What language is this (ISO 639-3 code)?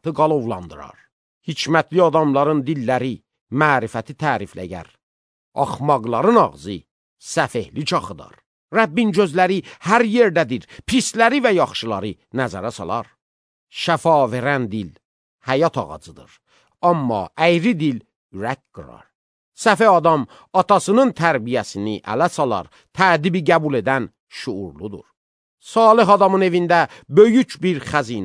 aze